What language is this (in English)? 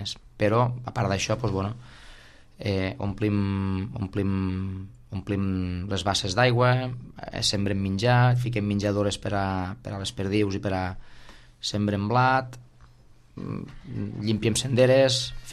Catalan